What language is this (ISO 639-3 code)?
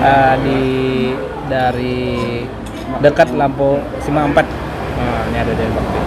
bjn